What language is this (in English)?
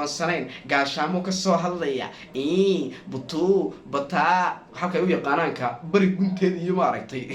Somali